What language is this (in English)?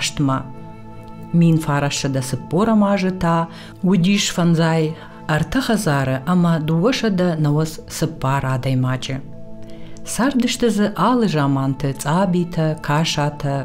Ossetic